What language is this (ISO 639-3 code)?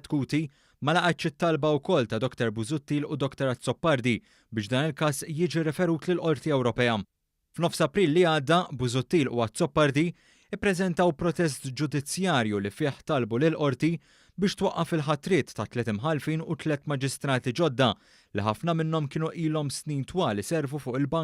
mlt